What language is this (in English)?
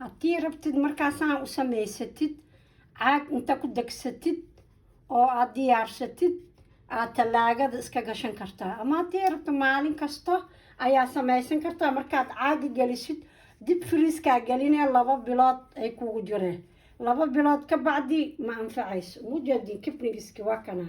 Somali